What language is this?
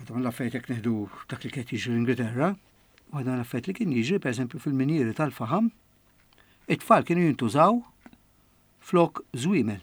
Maltese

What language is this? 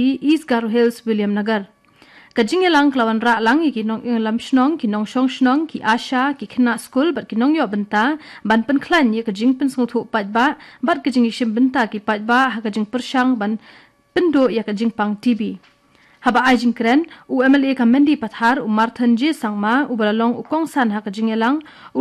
Khasi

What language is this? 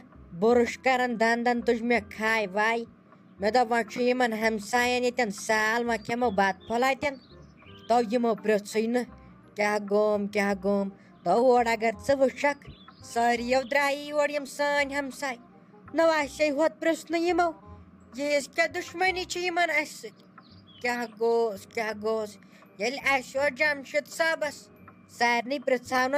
Kashmiri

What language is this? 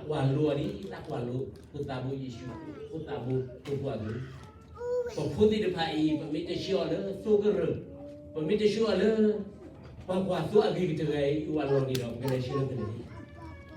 S'gaw Karen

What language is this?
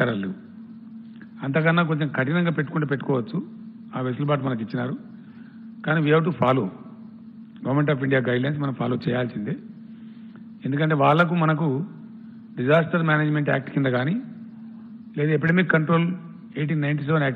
Telugu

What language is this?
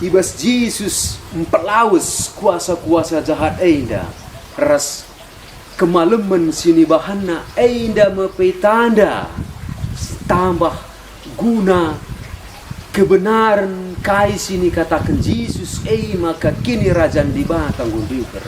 Batak Karo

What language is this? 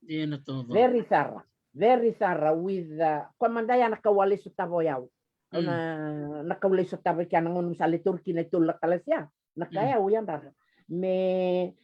Fijian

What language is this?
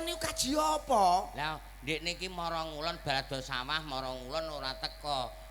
Javanese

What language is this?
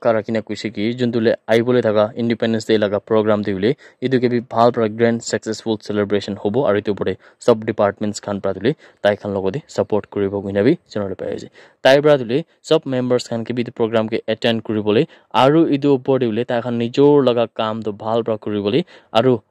Naga Pidgin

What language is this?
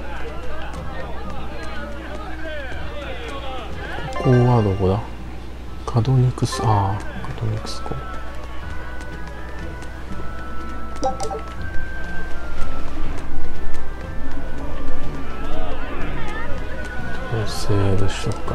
Japanese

